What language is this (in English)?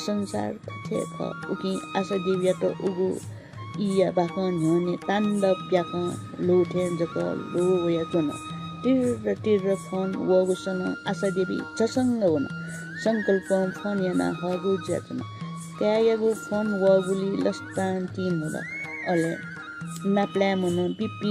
Newari